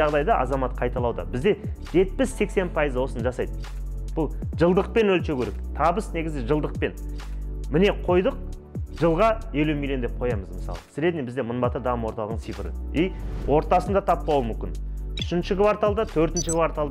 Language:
Kazakh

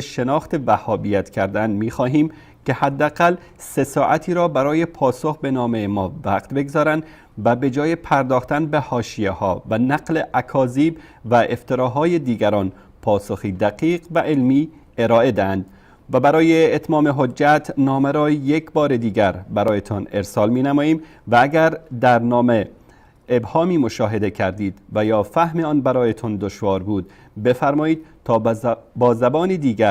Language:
Persian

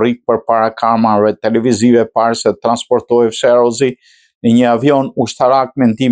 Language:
Albanian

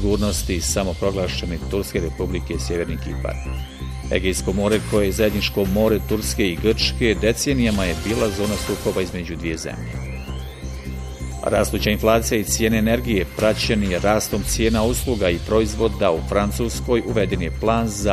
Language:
Bosnian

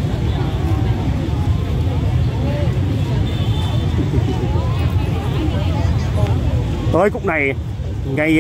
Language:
Vietnamese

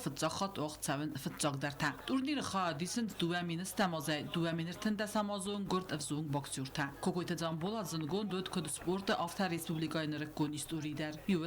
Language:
Ossetic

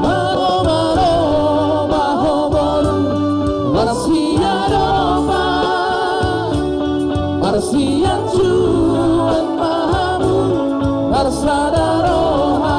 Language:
Batak Toba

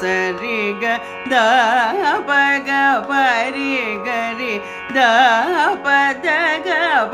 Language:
Tamil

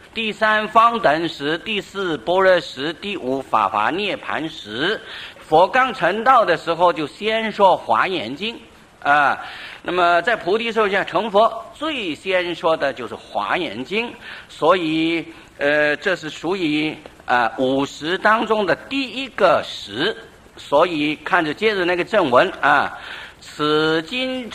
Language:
Chinese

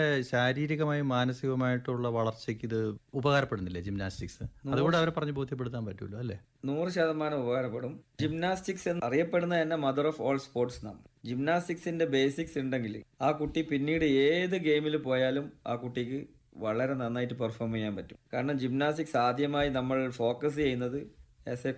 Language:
Malayalam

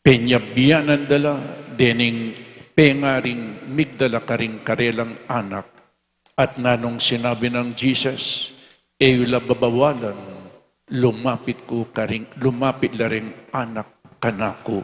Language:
Pampanga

